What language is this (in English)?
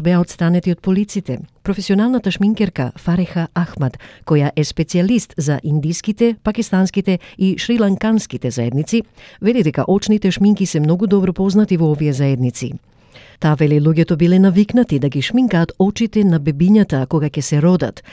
Macedonian